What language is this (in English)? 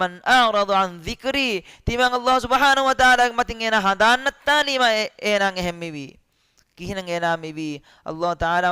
Divehi